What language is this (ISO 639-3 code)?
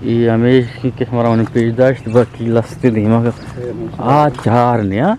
bgp